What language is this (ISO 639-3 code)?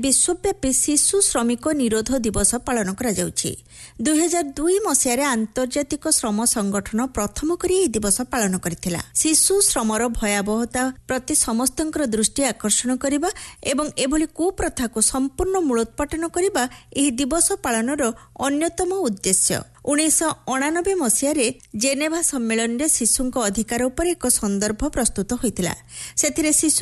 ori